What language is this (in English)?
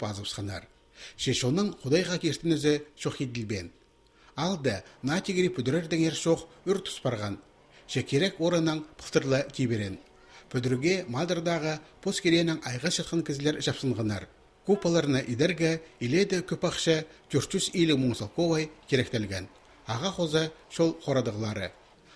Khakas